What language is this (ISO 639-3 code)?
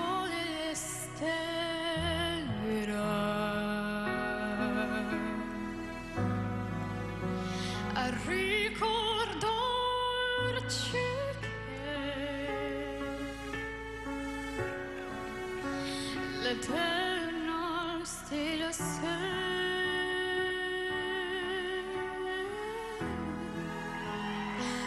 ita